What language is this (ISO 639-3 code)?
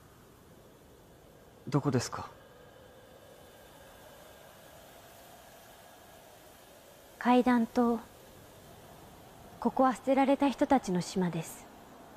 jpn